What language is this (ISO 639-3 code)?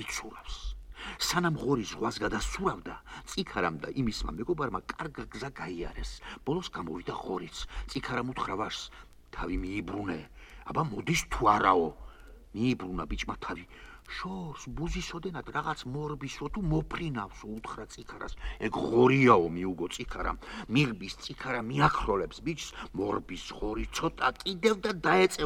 kat